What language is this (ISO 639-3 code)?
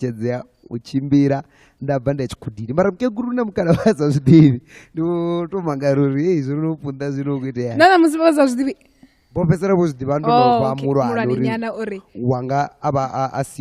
ven